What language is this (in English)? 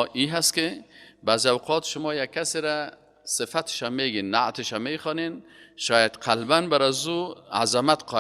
Persian